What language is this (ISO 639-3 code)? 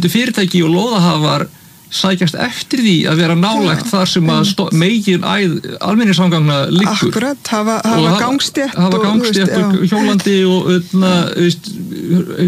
isl